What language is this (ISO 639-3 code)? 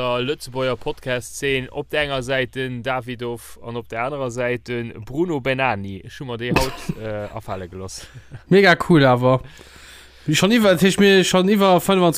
ltz